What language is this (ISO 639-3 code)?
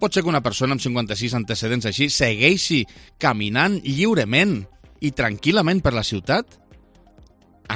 cat